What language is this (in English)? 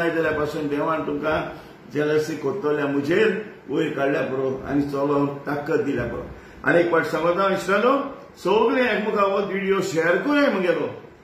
Konkani